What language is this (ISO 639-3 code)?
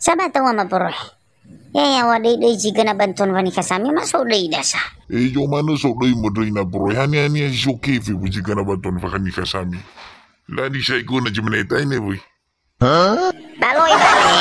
nia